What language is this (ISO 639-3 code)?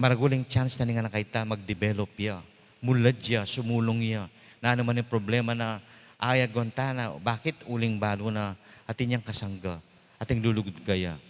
pam